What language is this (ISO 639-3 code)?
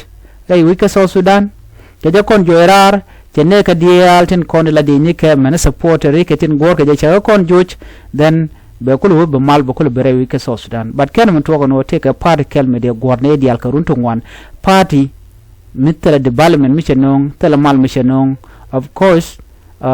nus